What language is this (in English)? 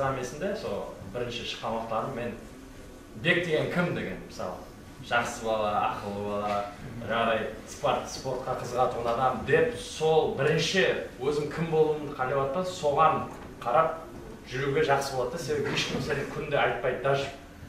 Kara-Kalpak